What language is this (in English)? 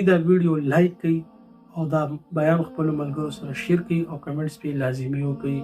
Pashto